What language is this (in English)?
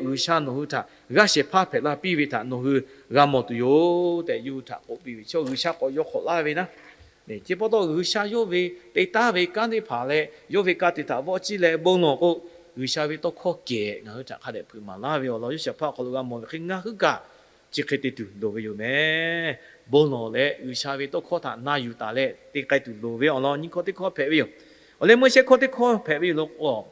Lahu